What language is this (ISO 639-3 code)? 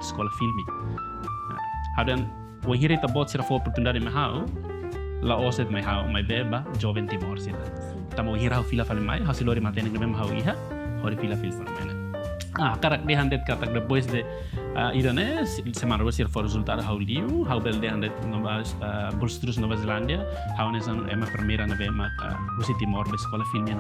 tet